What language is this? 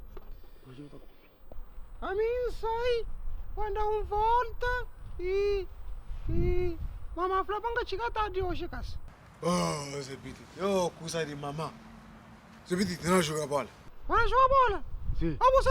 Kabuverdianu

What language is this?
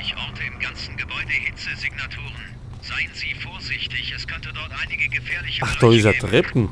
Bavarian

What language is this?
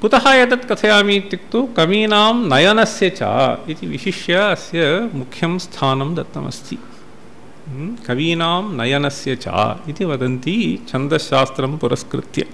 Sanskrit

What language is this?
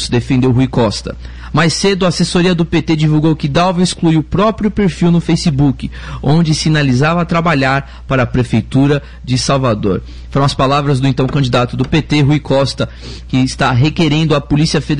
Portuguese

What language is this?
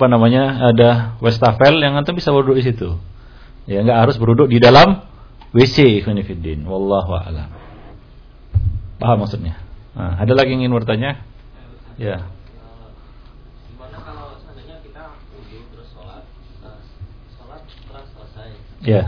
Indonesian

